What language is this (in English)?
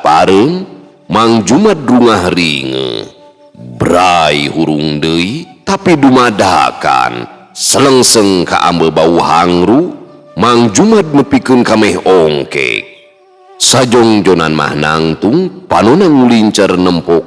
Sundanese